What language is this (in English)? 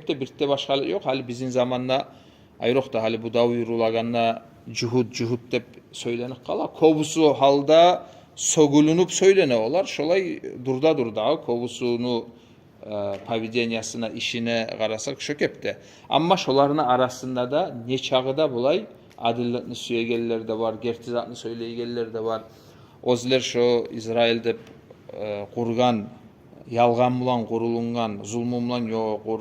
Kumyk